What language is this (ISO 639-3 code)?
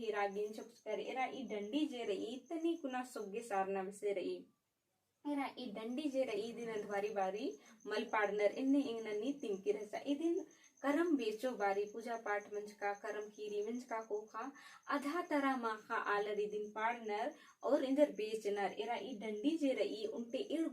kru